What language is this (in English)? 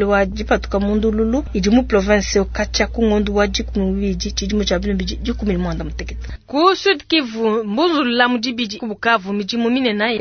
Luba-Lulua